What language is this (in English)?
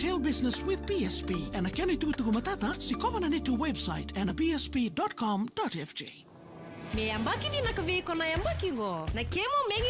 Fijian